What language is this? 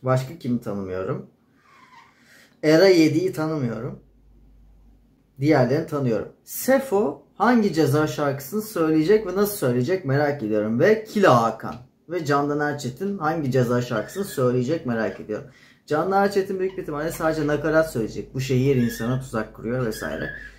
Turkish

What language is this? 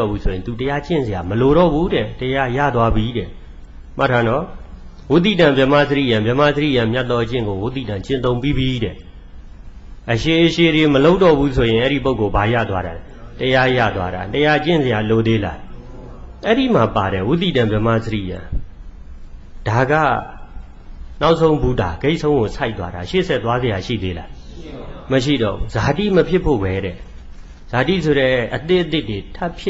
Burmese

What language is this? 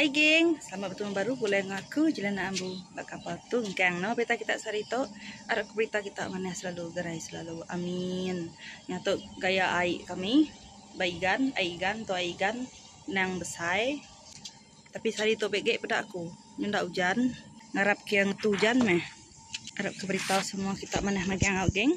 Iban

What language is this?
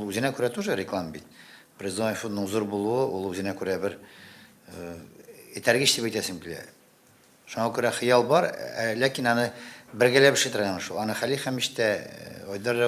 Tatar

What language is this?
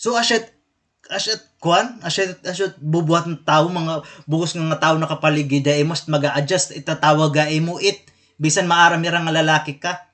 Waray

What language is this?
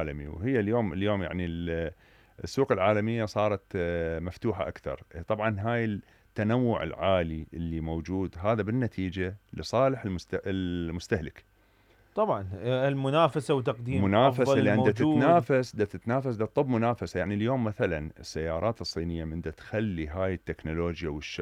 Mesopotamian Arabic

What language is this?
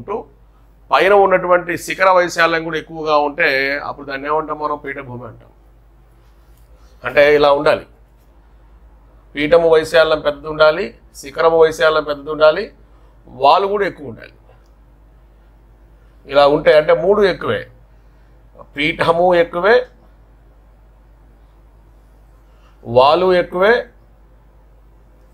Telugu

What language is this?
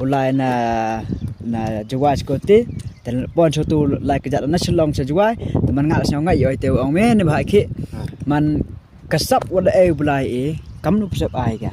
Khasi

